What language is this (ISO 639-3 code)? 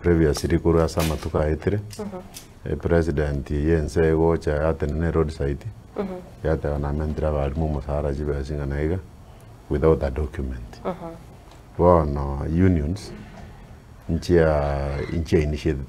guz